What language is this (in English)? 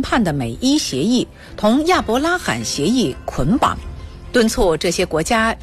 Chinese